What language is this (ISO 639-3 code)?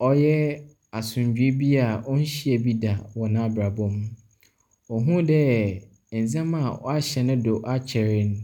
aka